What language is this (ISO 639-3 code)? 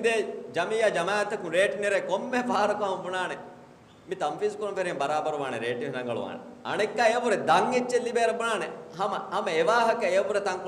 div